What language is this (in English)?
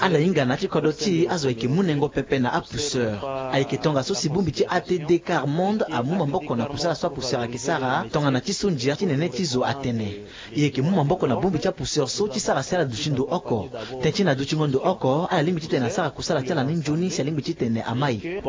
Sango